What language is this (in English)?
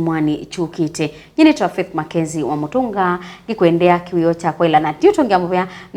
Kamba